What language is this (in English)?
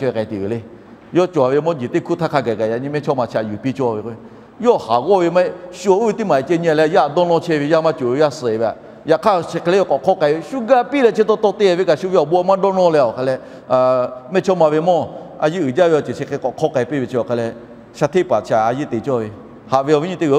Lahu